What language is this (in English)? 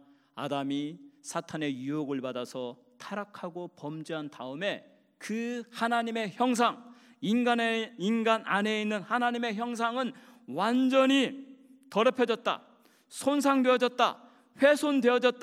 Korean